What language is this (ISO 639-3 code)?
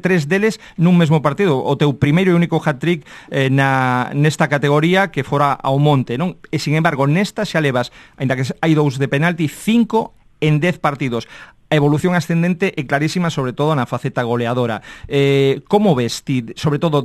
glg